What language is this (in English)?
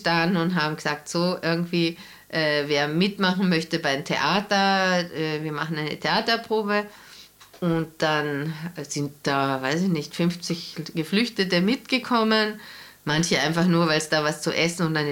German